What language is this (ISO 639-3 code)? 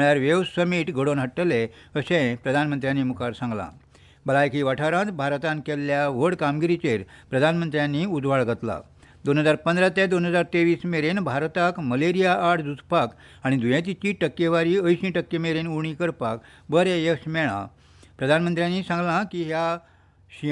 kok